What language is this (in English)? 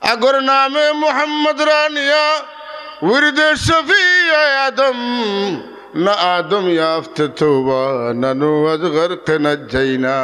Sylheti